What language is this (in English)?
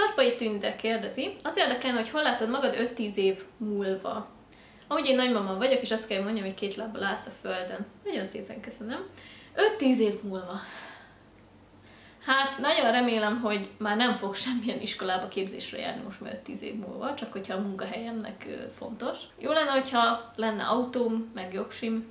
Hungarian